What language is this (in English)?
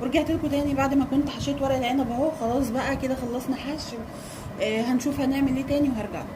Egyptian Arabic